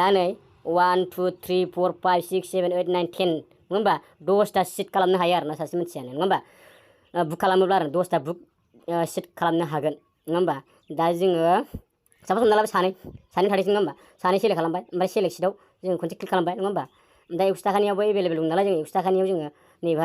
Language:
Bodo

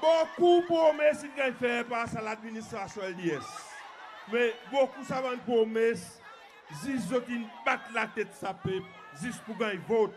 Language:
Seselwa Creole French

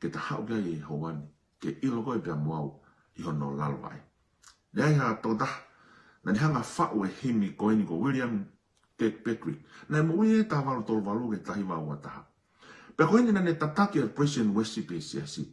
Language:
Tongan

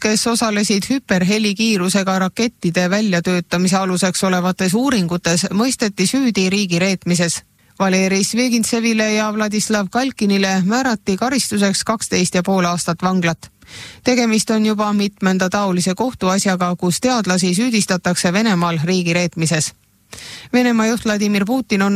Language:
Estonian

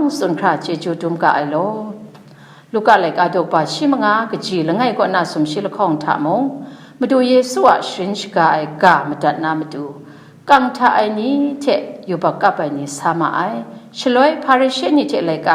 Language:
Kachin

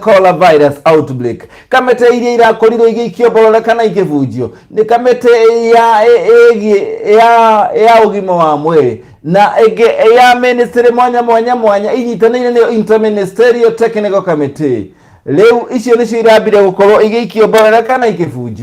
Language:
Kikuyu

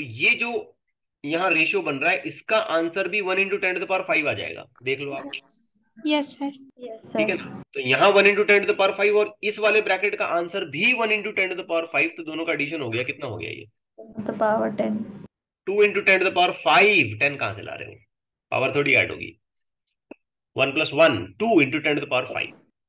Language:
Hindi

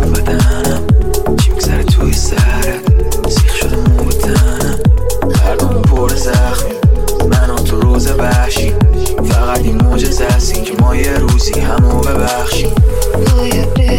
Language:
Persian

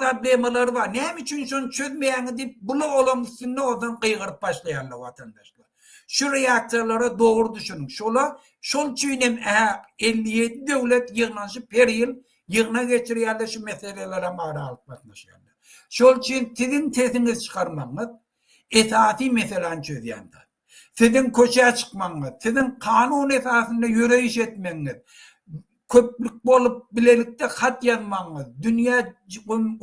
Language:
Turkmen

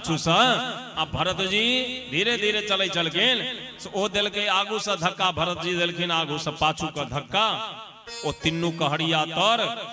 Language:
Maithili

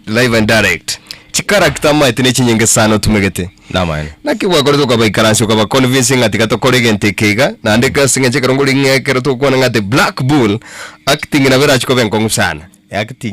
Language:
Gusii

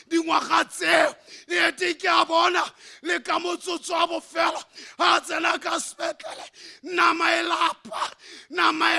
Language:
Tswana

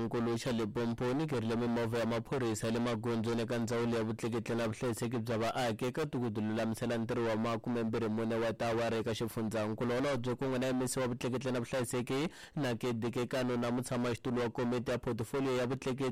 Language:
Tsonga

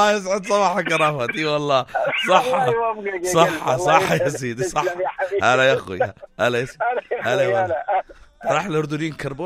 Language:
North Levantine Arabic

